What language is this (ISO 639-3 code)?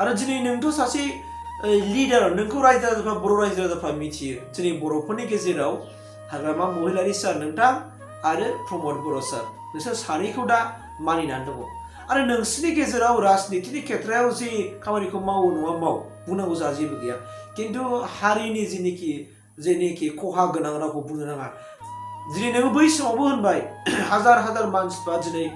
brx